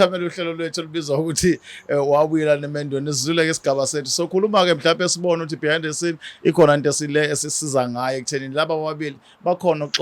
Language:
Zulu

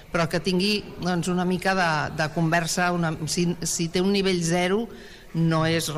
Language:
Catalan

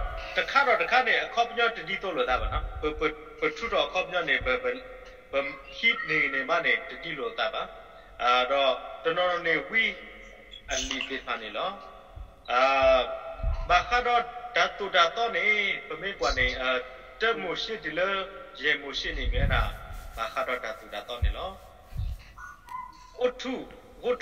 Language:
S'gaw Karen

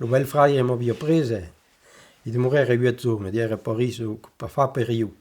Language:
Occitan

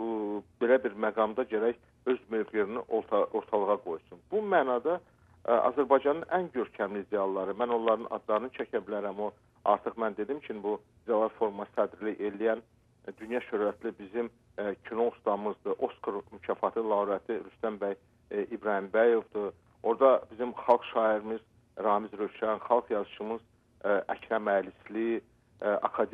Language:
Azerbaijani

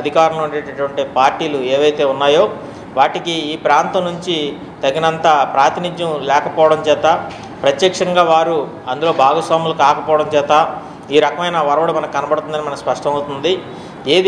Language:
Telugu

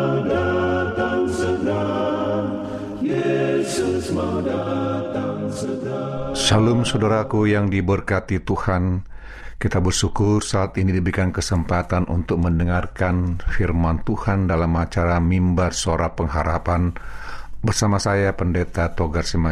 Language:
Indonesian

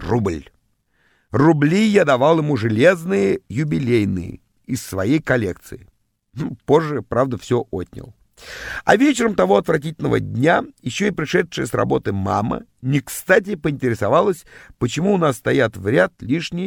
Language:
Russian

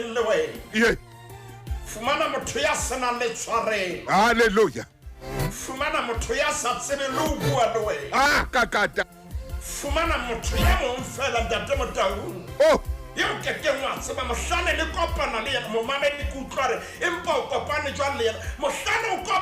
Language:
Southern Sotho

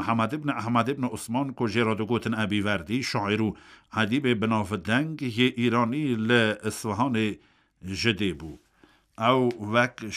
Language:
Kurdish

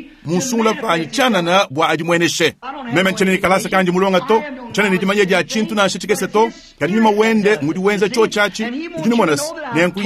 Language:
Luba-Lulua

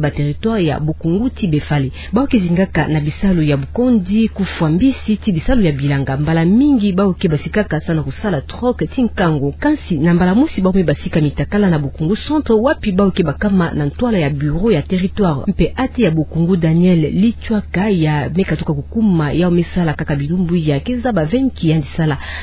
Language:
Kituba (Democratic Republic of Congo)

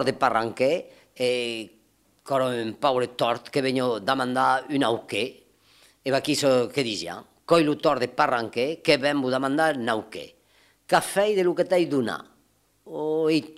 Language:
Occitan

